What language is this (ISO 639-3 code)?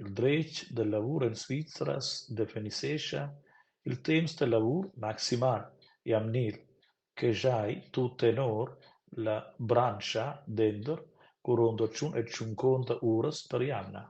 roh